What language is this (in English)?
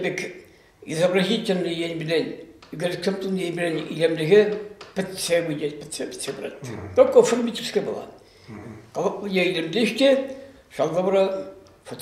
Chuvash